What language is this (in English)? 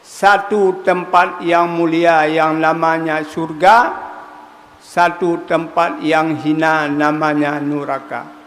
Achinese